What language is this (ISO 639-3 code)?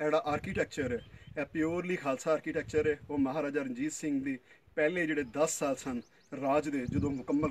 pan